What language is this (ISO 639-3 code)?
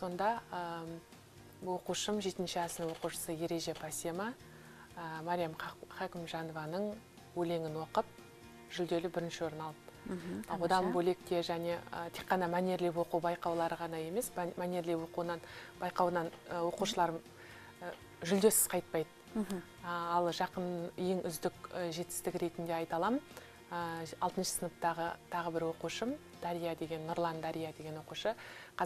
kaz